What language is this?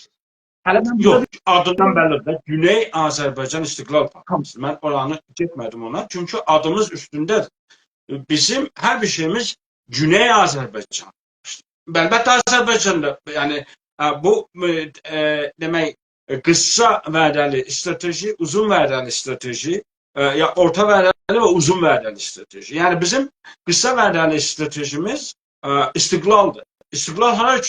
South Azerbaijani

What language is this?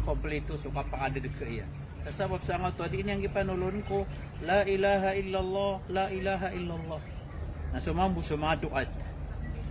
Maranao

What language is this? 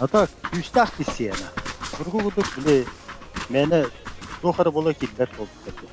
Yakut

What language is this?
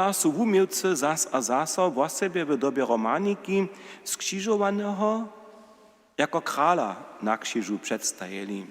Upper Sorbian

